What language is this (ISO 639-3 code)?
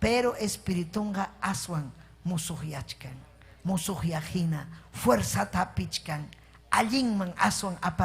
quy